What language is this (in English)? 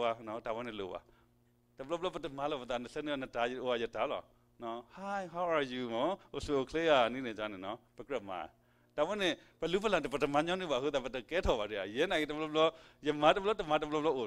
S'gaw Karen